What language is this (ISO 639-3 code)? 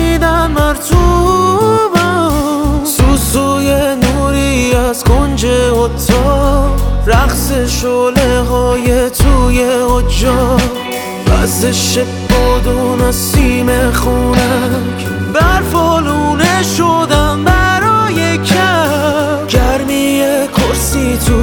fas